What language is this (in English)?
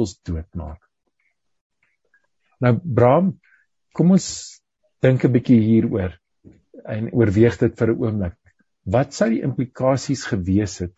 Afrikaans